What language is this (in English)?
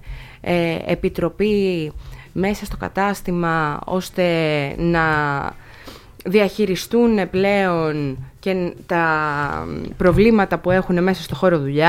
Greek